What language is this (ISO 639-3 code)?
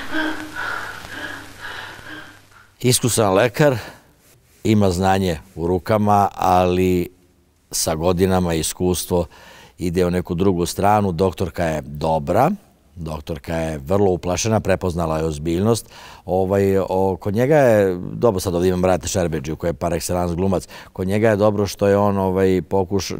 srp